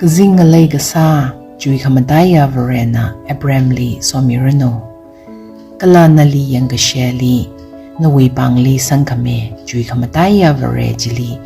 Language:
Tangkhul Naga (India)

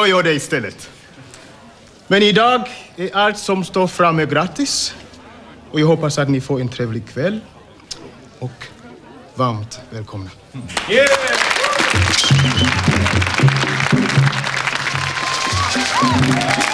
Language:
Swedish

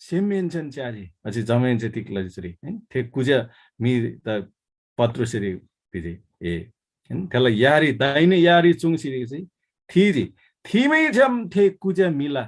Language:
Eastern Tamang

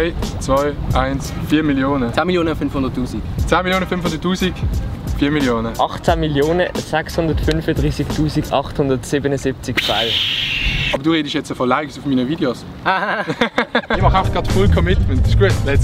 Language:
Swiss German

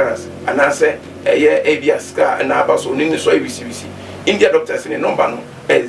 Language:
Akan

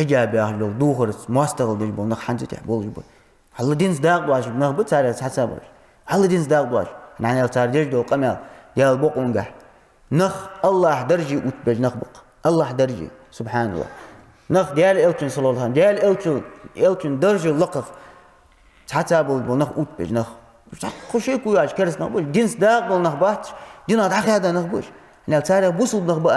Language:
Ingush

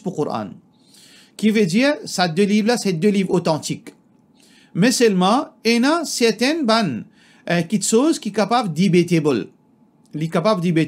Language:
Morisyen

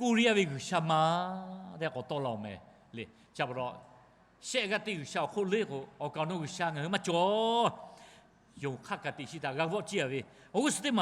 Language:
Lahu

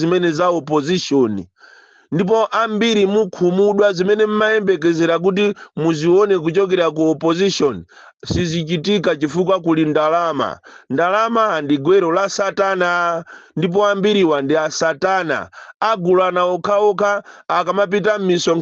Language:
Nyanja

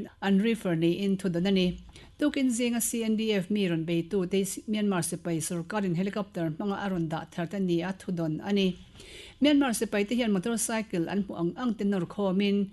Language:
Mizo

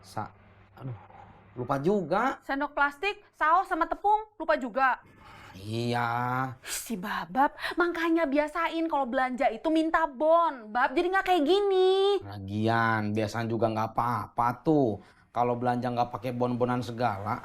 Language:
Betawi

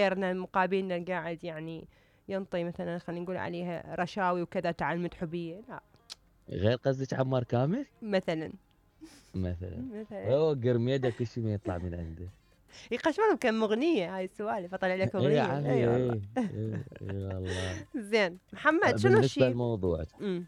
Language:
Mesopotamian Arabic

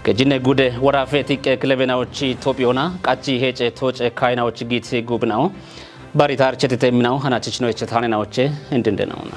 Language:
Kafa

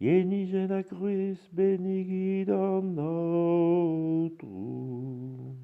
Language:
Breton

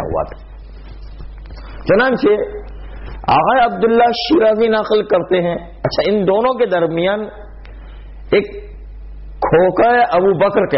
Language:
Urdu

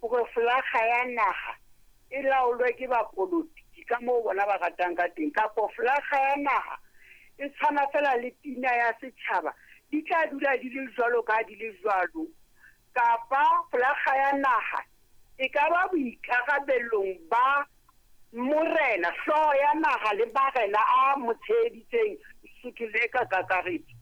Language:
Southern Sotho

